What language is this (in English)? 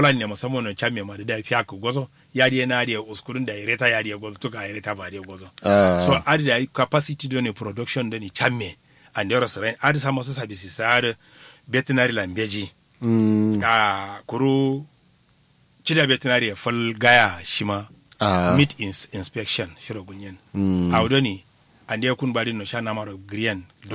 Kanuri